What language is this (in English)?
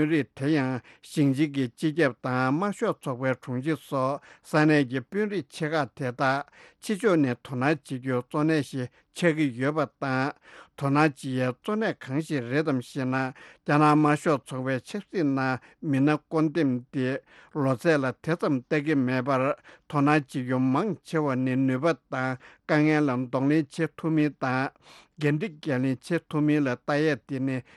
Tibetan